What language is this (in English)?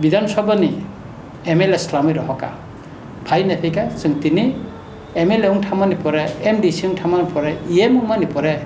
Kok Borok